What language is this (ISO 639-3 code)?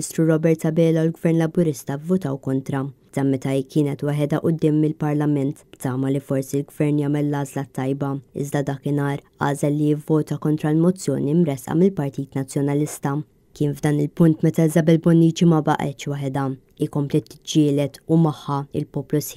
mlt